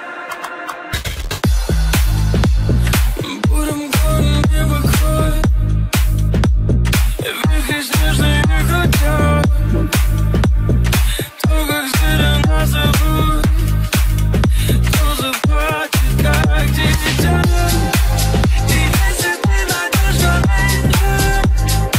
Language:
Russian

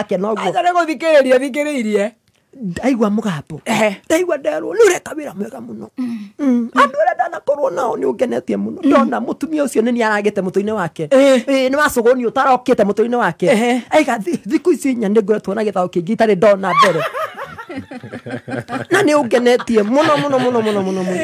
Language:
Kikuyu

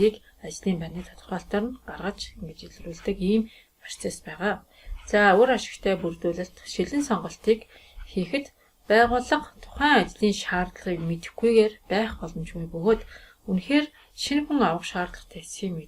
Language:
Mongolian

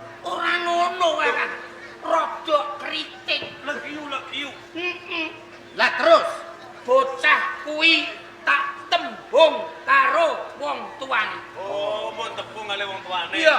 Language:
Javanese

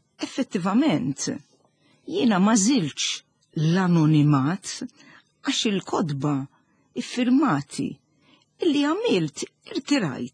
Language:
Maltese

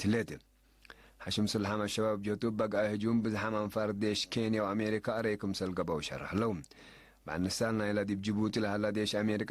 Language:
Tigre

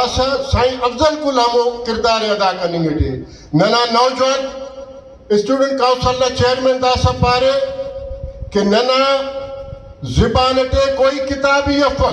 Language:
Brahui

